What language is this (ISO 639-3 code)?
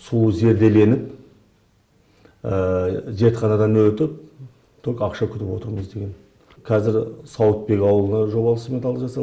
kaz